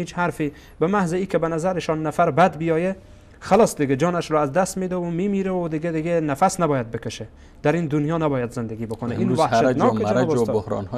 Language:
Persian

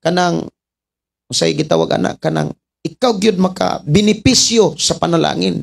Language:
Cebuano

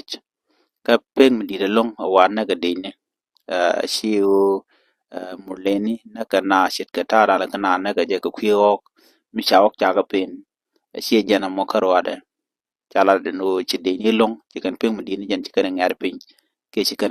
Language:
Nuer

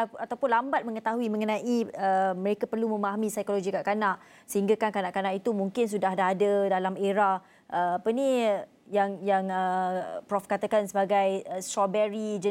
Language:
Malay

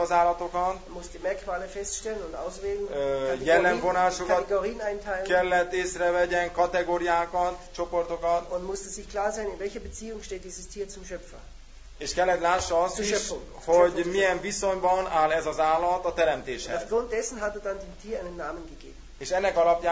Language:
Hungarian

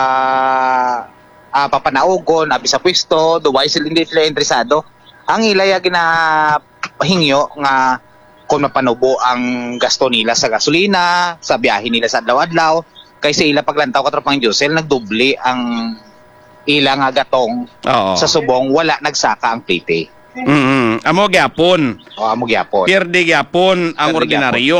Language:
Hiligaynon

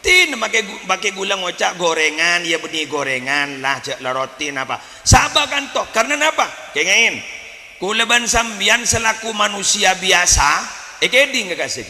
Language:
Madurese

